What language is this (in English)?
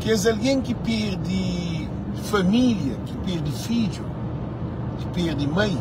Kabuverdianu